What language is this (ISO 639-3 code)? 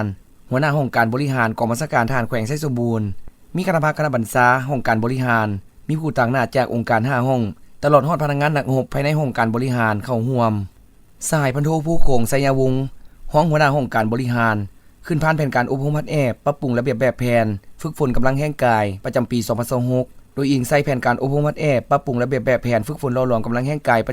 lao